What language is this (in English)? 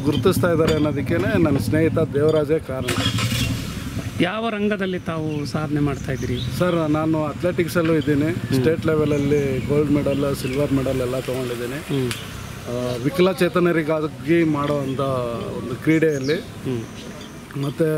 Kannada